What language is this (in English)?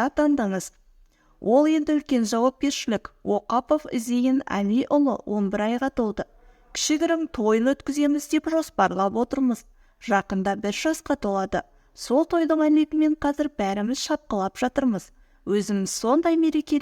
Kazakh